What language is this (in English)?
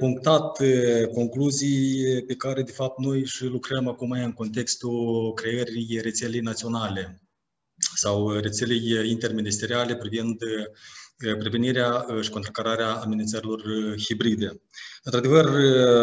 Romanian